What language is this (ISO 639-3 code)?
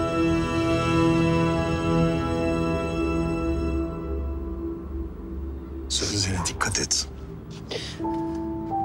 tur